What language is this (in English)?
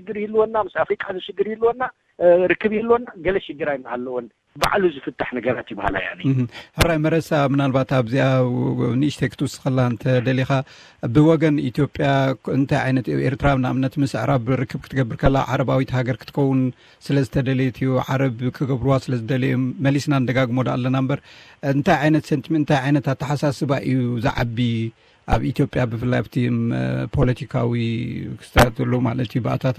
Tigrinya